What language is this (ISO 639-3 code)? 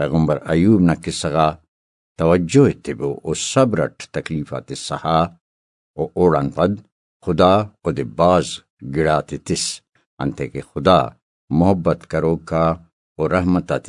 brh